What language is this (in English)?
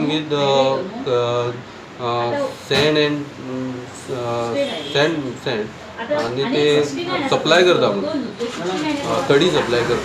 Konkani